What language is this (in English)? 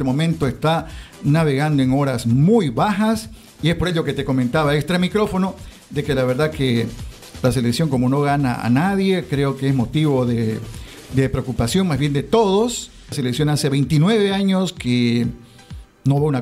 Spanish